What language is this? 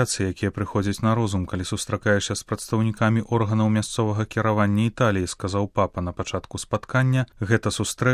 Belarusian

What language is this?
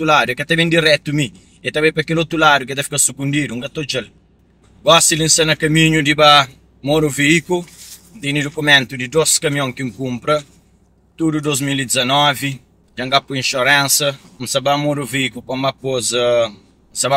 Kabuverdianu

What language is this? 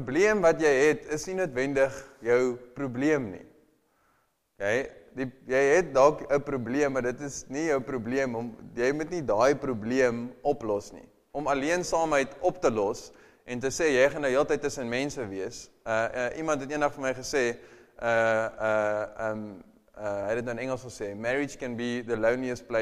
Afrikaans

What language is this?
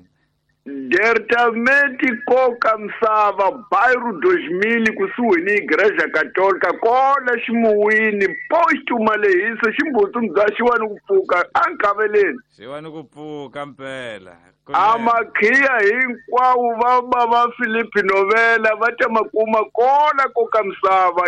Tsonga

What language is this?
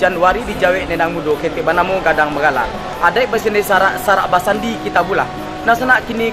Minangkabau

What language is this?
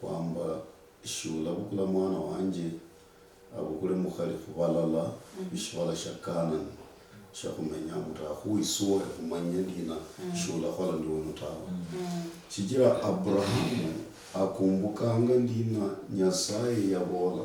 Luyia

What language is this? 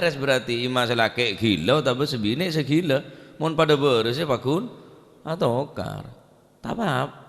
Madurese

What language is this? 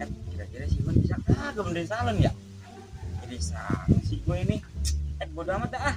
Betawi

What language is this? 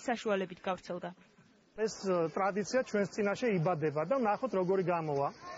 Georgian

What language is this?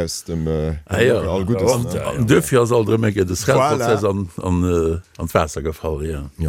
Luxembourgish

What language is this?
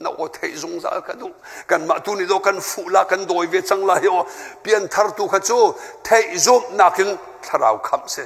Hakha Chin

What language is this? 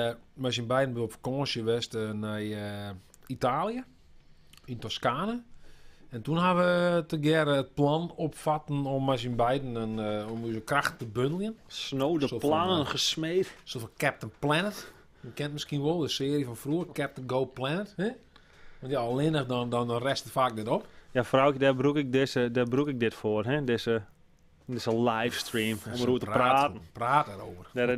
Western Frisian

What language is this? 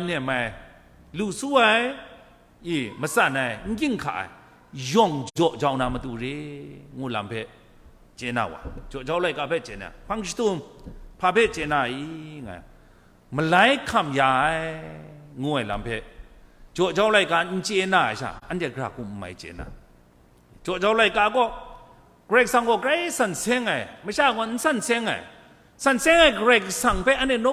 Kachin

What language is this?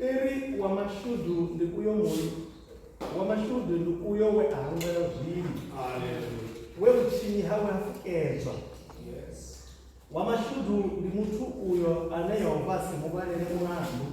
Venda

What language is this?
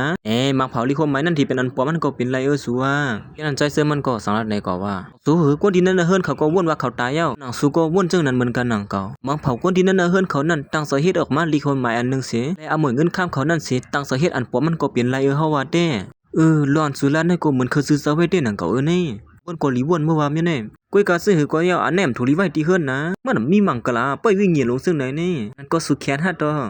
Shan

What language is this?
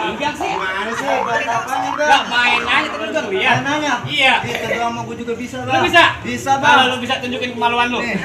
Betawi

